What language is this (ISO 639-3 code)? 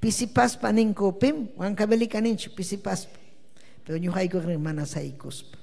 quy